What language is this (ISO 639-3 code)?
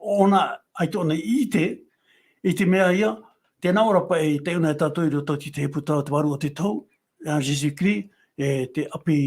tah